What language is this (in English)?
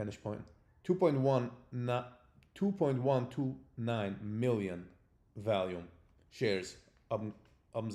Yiddish